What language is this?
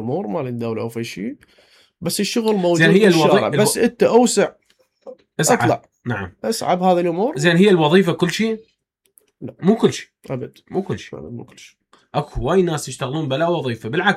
Mesopotamian Arabic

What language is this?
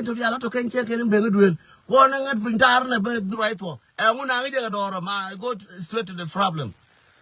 Nuer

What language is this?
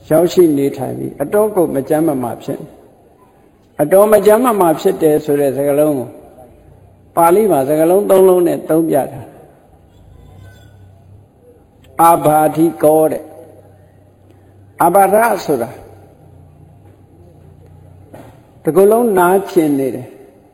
Burmese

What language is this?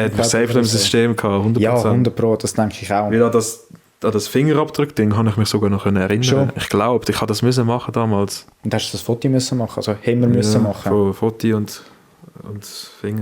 Swiss German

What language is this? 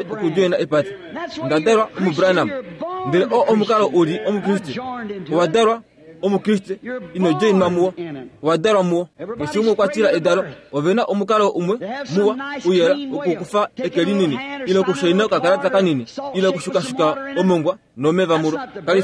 Kuanyama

